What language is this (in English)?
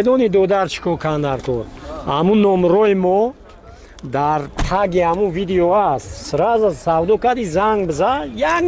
Tajik